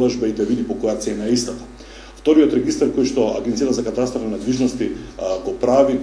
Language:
Macedonian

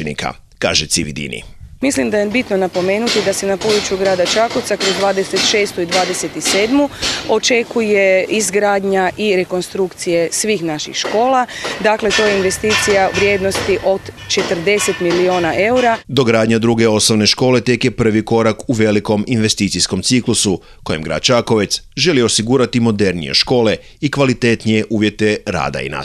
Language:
Croatian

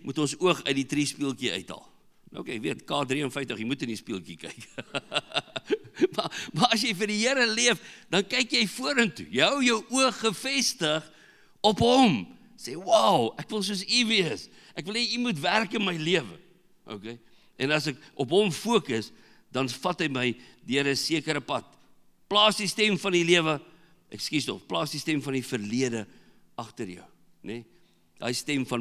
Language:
Afrikaans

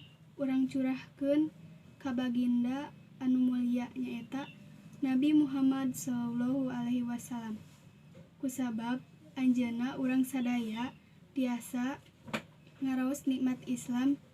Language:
Sundanese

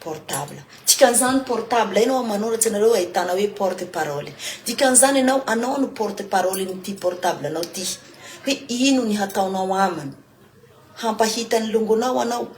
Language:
Malagasy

